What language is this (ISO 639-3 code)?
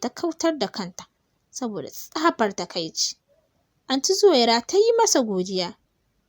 hau